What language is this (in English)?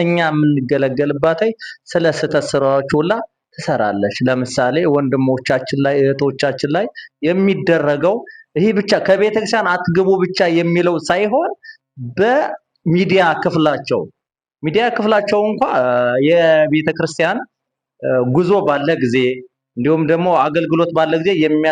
Amharic